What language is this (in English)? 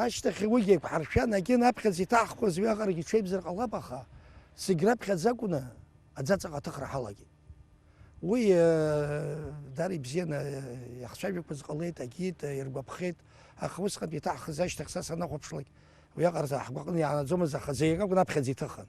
Abkhazian